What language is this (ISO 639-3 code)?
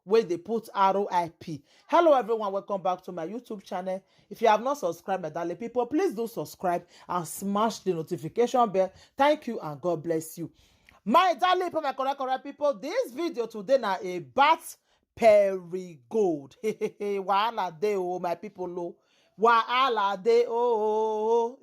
pcm